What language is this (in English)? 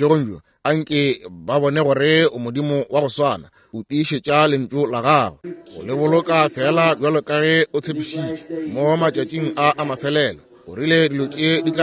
Northern Sotho